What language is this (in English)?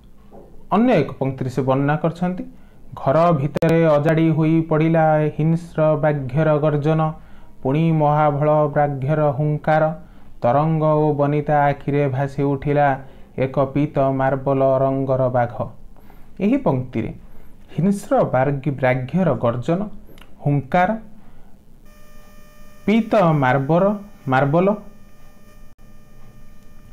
Odia